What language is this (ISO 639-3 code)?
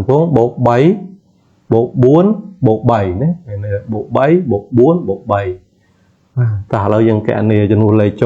khm